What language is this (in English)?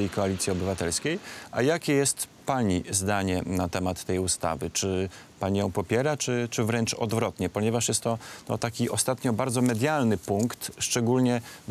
Polish